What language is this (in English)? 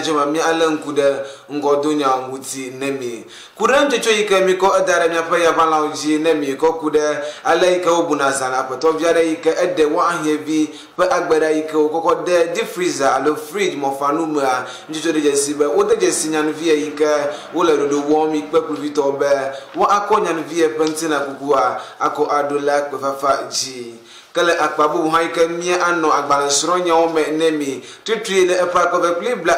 Ewe